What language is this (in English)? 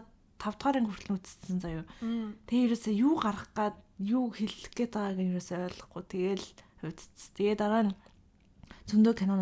Mongolian